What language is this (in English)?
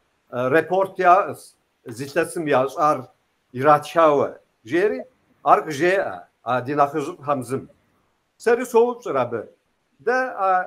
Kabardian